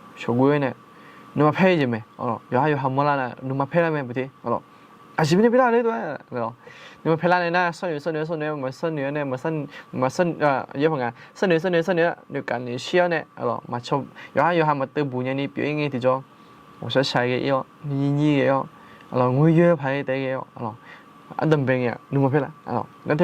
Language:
Akha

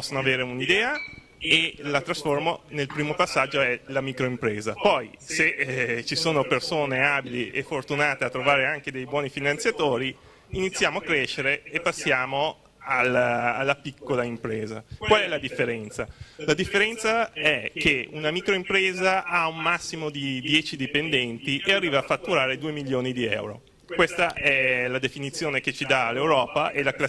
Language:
Italian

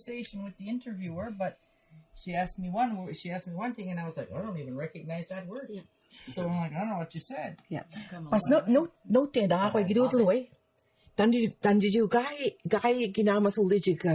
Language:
Mi'kmaw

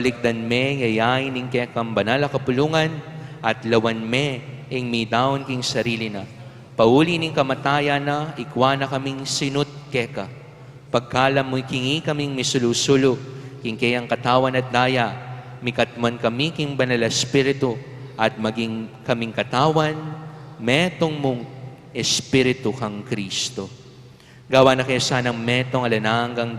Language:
Pampanga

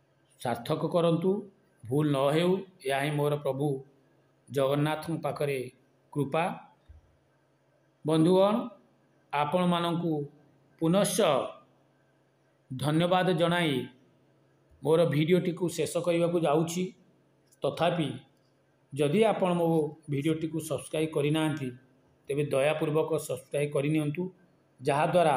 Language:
Odia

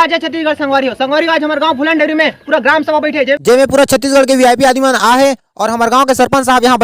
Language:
Chhattisgarhi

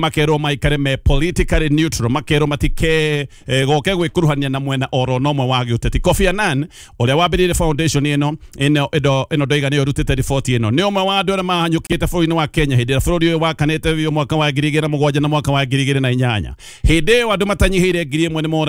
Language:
Kikuyu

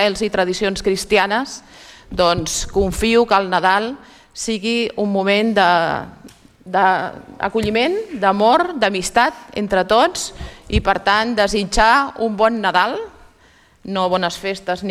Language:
Catalan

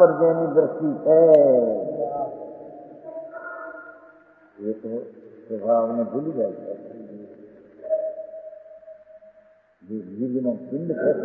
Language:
Gujarati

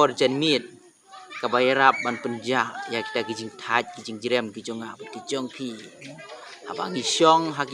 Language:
Khasi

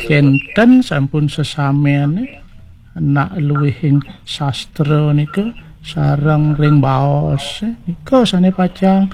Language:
Balinese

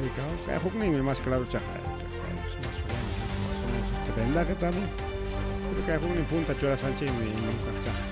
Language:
Ayacucho Quechua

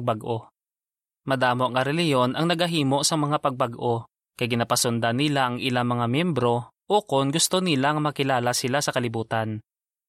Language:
Hiligaynon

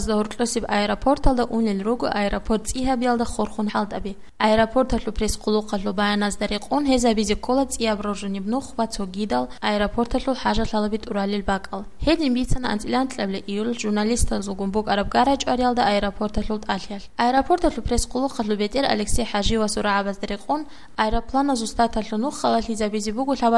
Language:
Avaric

